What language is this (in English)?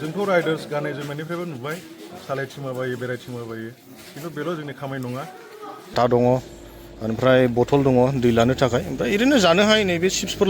Bodo